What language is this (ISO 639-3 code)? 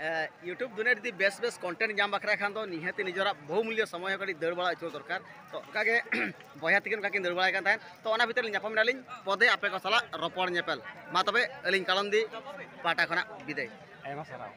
sat